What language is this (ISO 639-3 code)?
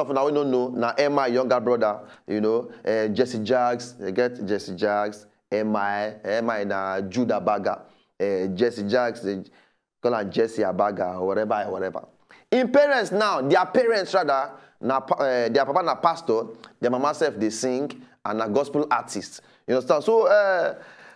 pcm